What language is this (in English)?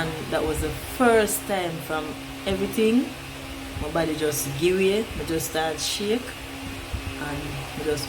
Jamaican Creole English